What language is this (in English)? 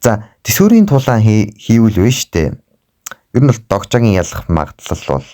Mongolian